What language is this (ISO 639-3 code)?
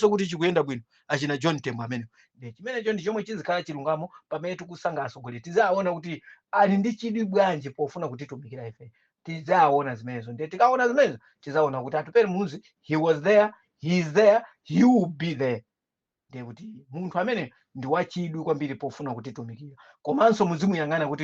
nya